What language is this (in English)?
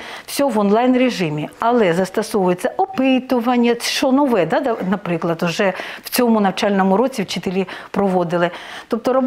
Ukrainian